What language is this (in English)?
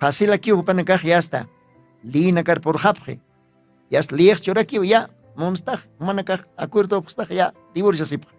Aymara